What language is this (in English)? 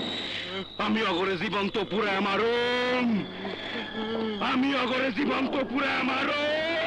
Bangla